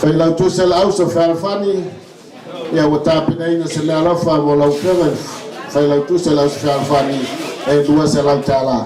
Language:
Samoan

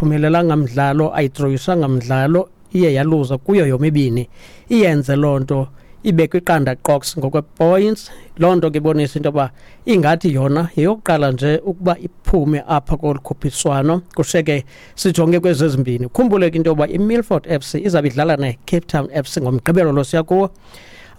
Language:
Xhosa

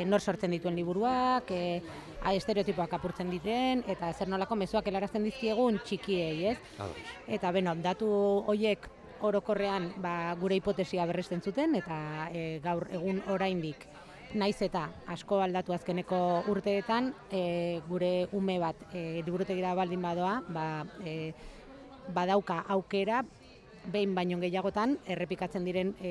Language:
Basque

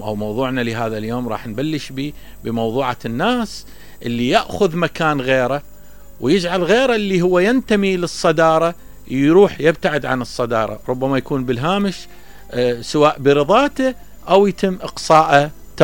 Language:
Mesopotamian Arabic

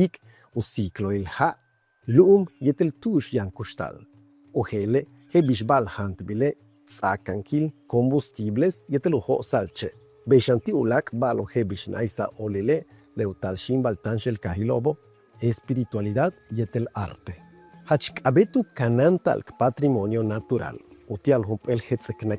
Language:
Yucateco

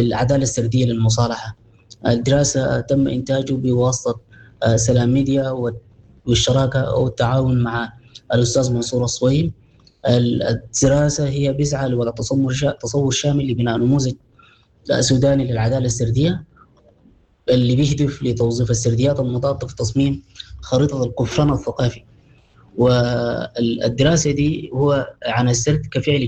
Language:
Sudanese Arabic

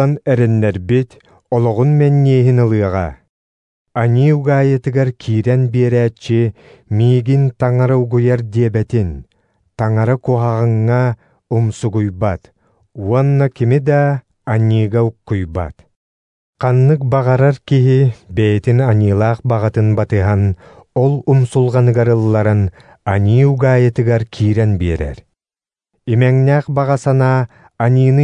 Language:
Yakut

